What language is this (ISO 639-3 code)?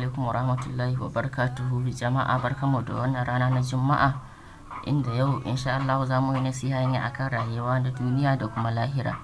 hau